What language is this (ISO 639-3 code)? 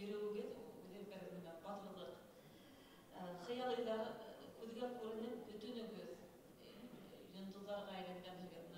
bak